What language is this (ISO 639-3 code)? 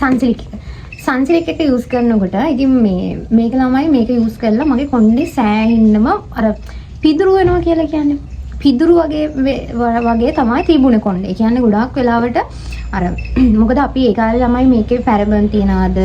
sin